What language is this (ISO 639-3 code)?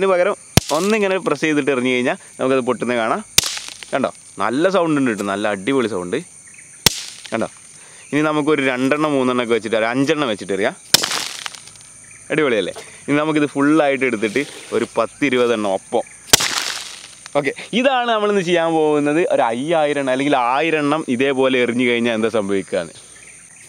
mal